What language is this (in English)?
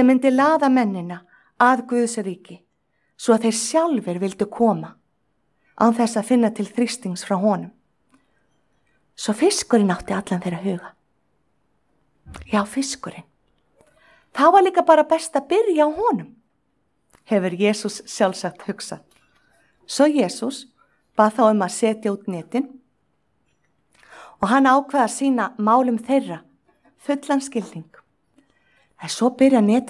Icelandic